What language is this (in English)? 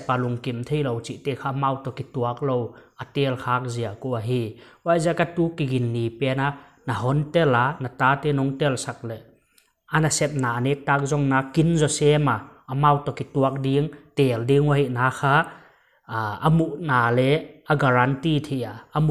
Paite Chin